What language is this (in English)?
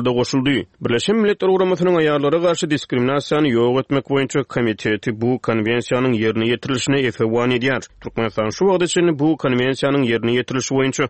Turkmen